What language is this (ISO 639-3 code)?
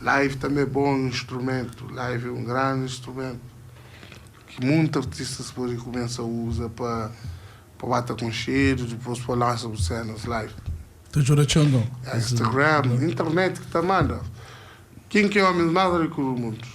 kea